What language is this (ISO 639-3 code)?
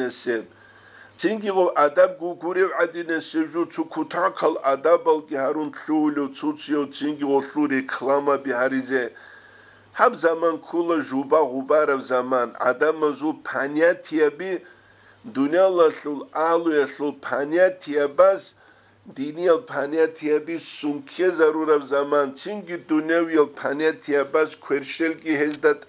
ava